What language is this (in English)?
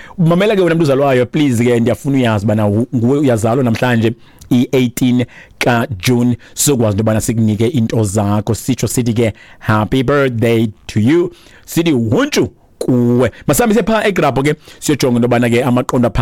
Xhosa